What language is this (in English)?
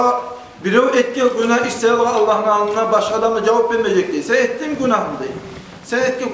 Kumyk